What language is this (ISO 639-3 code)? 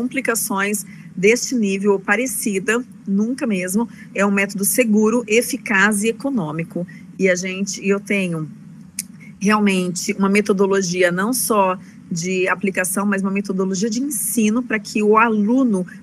por